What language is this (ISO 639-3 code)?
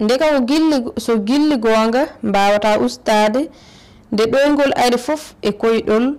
ful